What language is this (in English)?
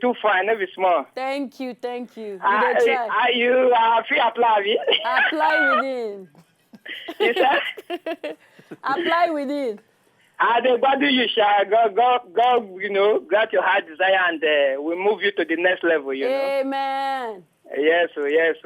Nigerian Pidgin